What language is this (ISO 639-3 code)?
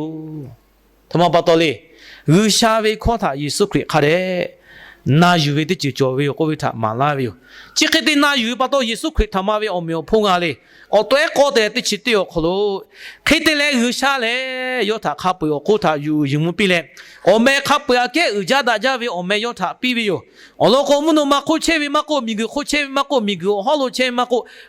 lhu